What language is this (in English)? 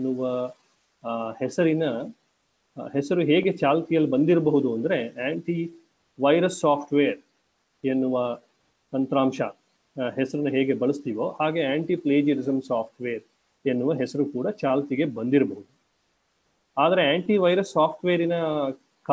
Kannada